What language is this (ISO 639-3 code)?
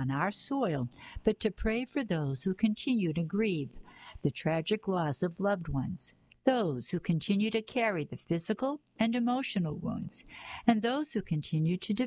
eng